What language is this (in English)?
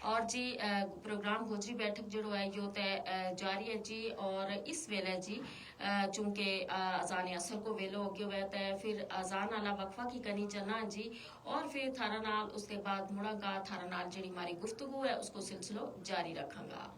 Gujari